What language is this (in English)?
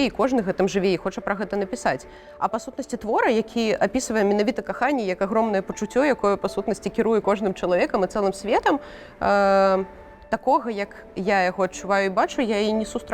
Belarusian